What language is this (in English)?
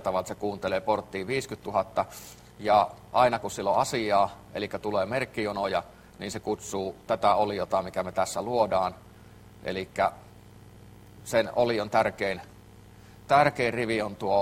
Finnish